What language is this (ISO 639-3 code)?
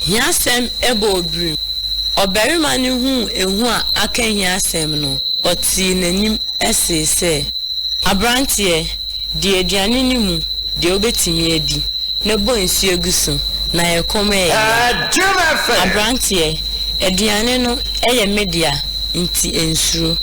aka